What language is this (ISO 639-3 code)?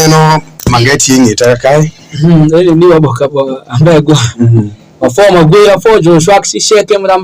alz